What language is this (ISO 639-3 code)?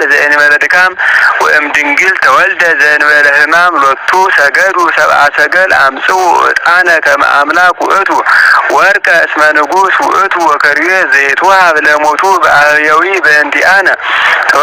gez